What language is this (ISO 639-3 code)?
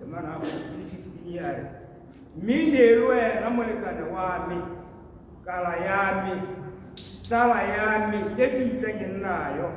tsn